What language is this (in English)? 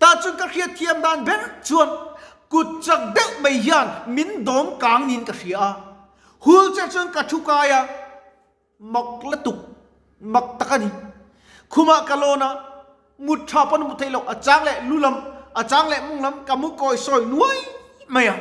Mizo